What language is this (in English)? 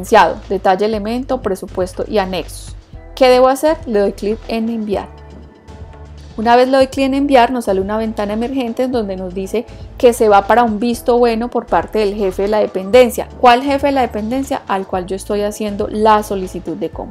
Spanish